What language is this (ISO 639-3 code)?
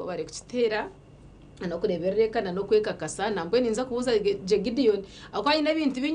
nyn